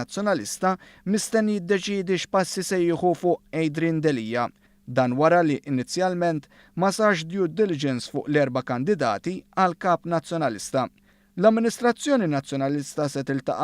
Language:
Maltese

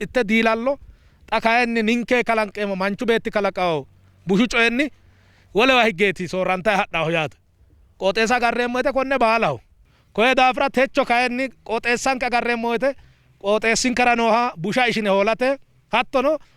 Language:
Sidamo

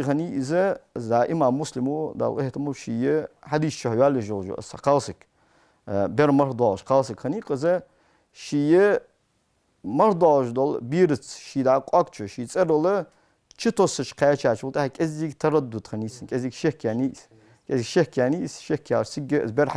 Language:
Ingush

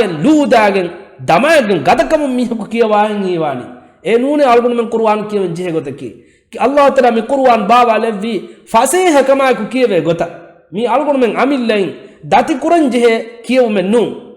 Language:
Divehi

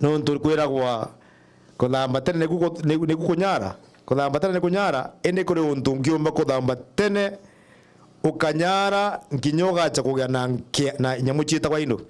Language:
Meru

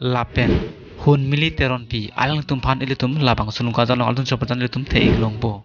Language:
Karbi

